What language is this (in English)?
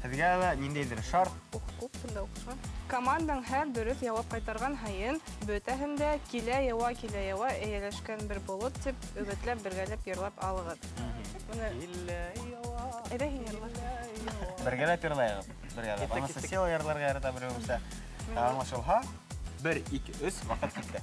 Bashkir